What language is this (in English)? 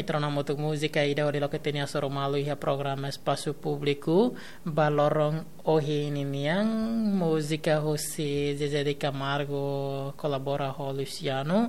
Tetum